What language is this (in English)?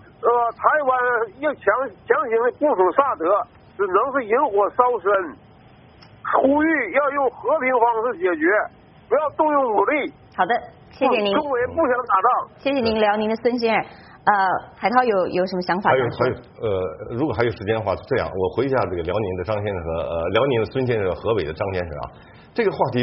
Chinese